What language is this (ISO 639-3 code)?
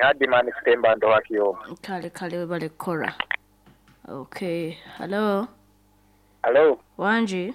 nyn